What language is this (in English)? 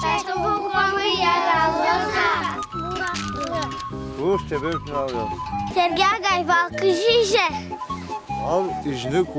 Udmurt